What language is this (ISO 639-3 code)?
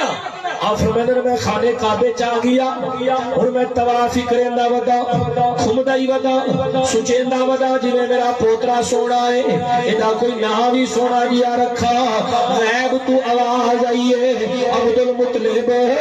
skr